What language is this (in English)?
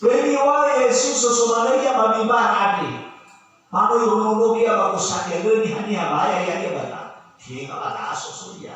Nias